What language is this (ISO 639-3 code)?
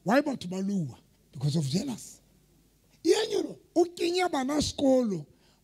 sot